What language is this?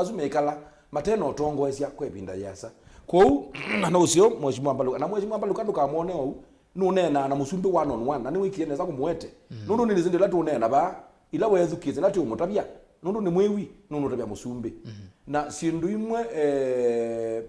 Kamba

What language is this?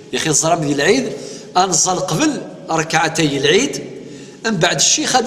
Kabyle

